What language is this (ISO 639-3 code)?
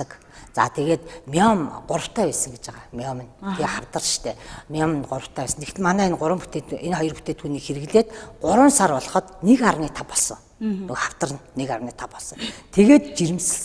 mon